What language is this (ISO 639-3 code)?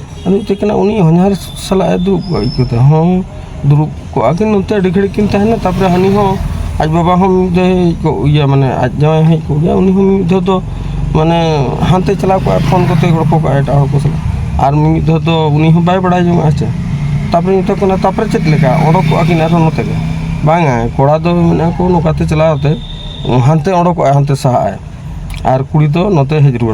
sat